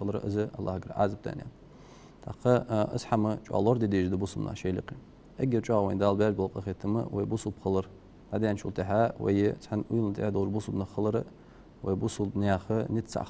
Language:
Ingush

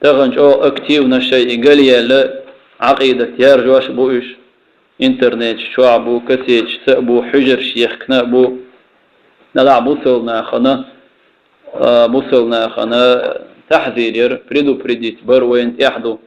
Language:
Chechen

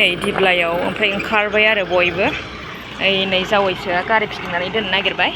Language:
Bodo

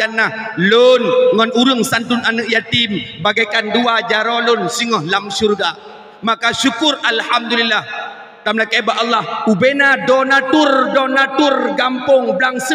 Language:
Achinese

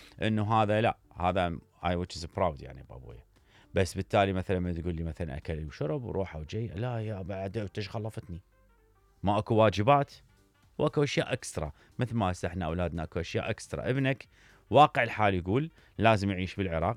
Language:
Mesopotamian Arabic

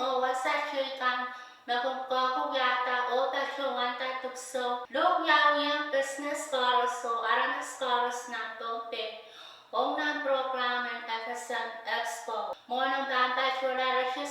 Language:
Pohnpeian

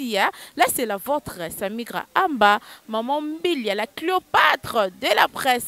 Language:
Lingala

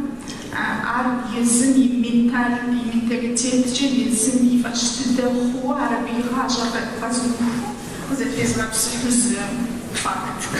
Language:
Kabardian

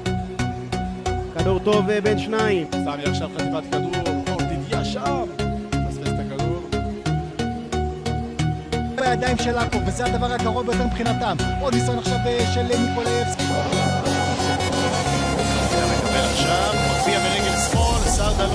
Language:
Hebrew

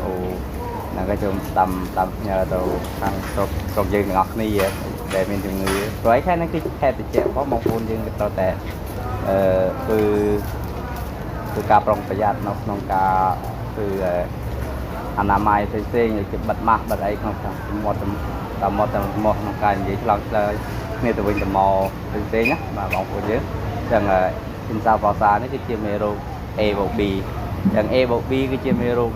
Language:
Khmer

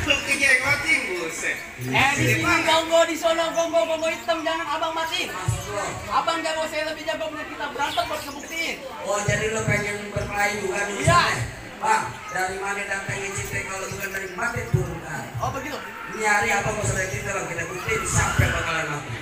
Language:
Betawi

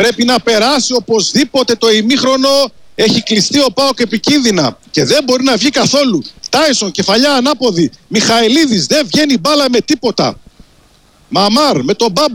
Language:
Greek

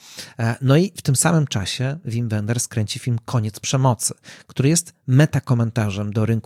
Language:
Polish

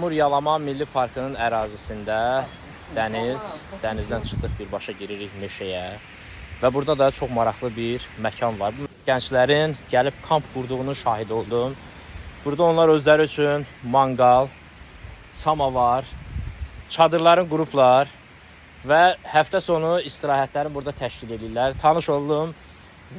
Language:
Azerbaijani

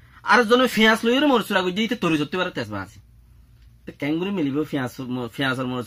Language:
Rohingya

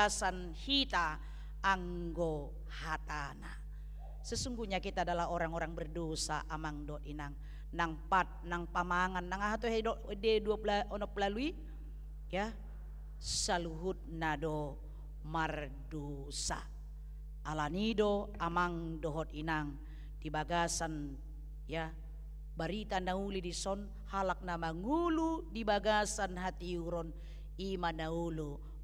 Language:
Batak Toba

